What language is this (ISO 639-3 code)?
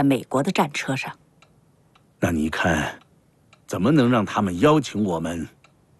zho